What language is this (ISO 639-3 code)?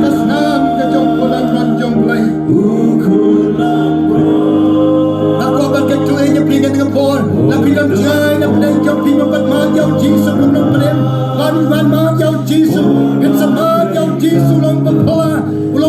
kha